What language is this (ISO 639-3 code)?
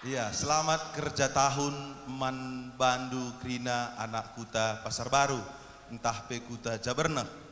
btx